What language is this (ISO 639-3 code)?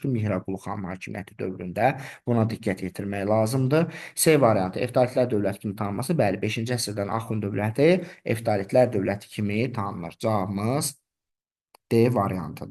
aze